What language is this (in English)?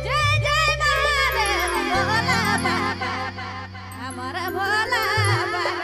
Sadri